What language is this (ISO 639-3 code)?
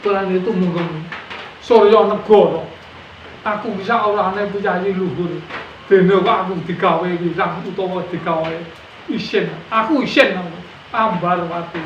jav